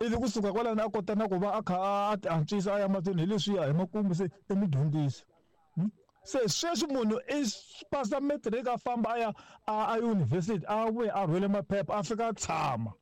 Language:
Tsonga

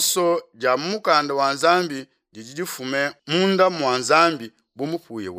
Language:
Luba-Lulua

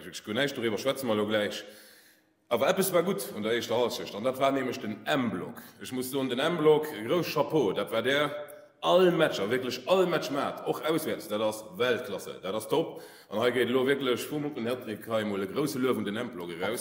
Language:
Luxembourgish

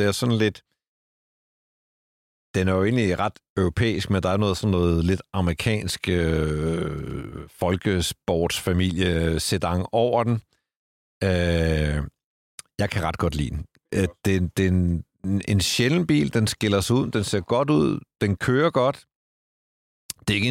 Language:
Danish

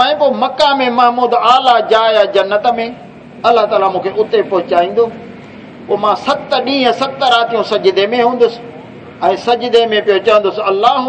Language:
Saraiki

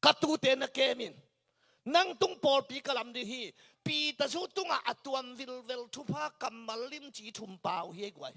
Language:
Tedim Chin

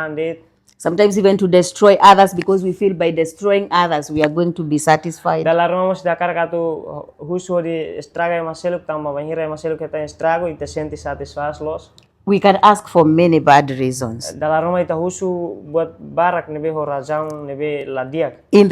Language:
Tetum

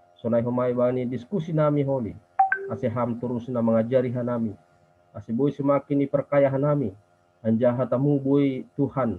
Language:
Batak Simalungun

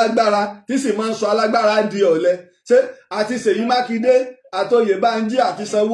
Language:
Yoruba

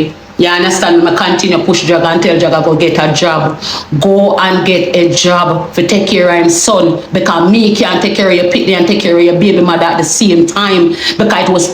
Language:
Jamaican Creole English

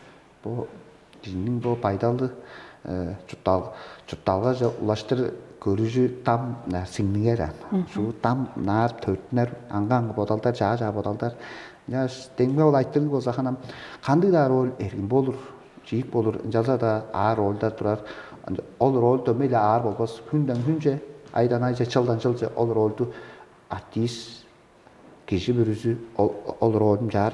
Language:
Tuvinian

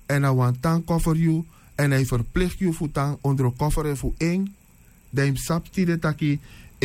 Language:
Sranan Tongo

